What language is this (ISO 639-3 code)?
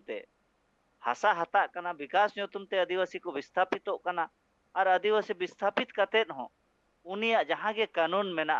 sat